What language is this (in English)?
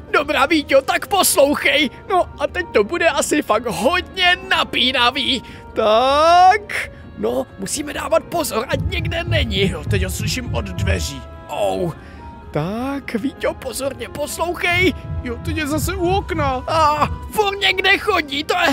Czech